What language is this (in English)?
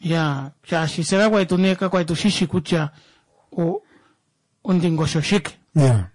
Kuanyama